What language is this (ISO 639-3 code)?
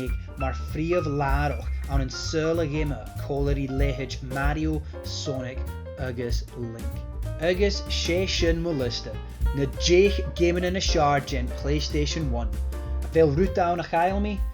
gla